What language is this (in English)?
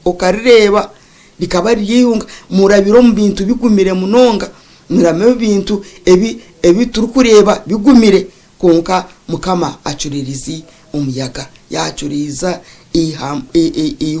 Nyankole